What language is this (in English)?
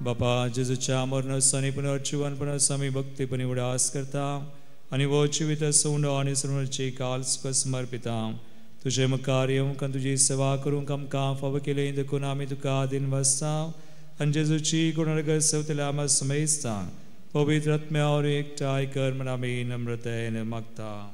Konkani